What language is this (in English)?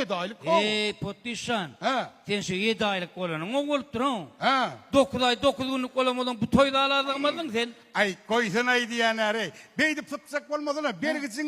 Turkmen